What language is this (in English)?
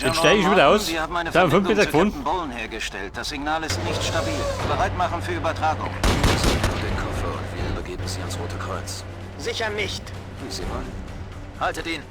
Bavarian